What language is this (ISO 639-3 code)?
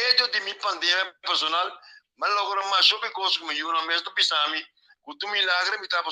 pap